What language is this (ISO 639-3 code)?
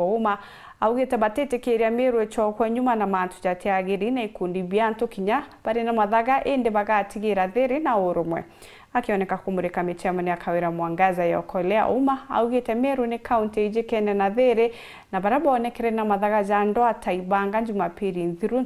mer